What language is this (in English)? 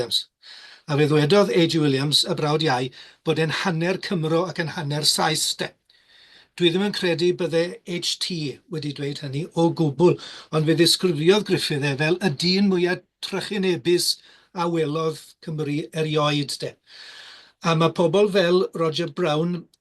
Welsh